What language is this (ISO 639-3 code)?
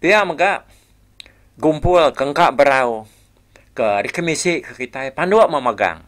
iba